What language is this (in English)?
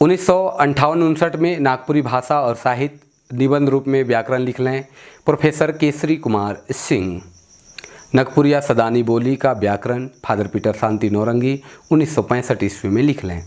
Sadri